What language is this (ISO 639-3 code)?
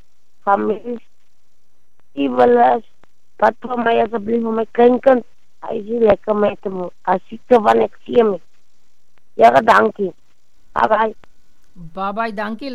afr